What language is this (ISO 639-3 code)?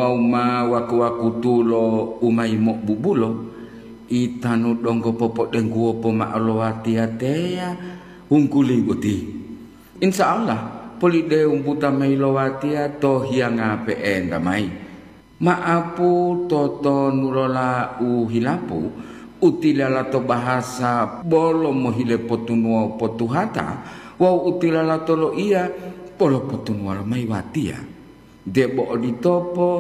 gor